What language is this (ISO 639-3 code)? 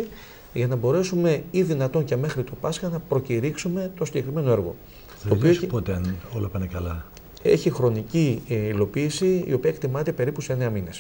ell